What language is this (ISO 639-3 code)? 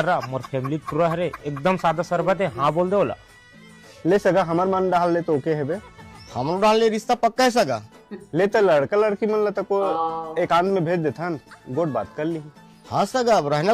hne